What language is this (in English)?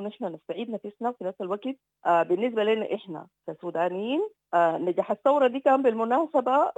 Sudanese Arabic